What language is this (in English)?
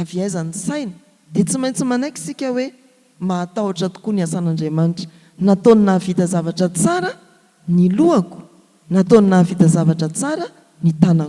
Malagasy